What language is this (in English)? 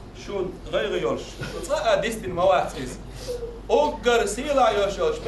Chechen